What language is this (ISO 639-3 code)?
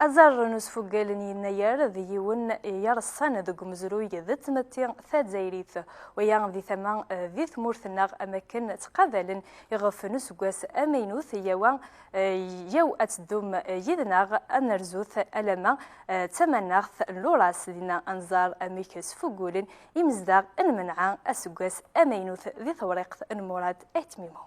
kab